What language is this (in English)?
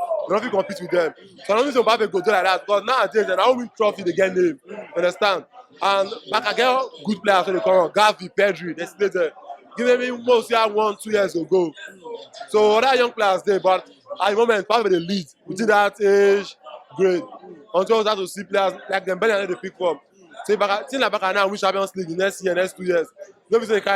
Nigerian Pidgin